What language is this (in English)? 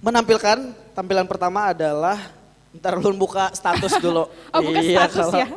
Banjar